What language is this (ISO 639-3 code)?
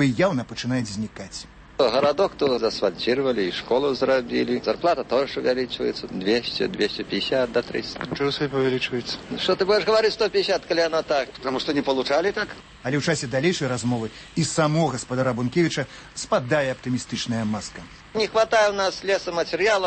bel